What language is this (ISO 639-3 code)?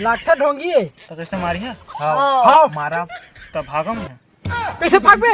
hne